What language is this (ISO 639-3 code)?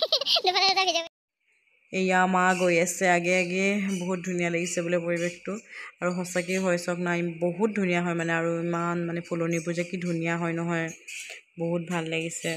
asm